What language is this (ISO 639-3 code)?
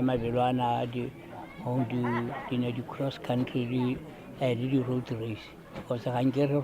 tsn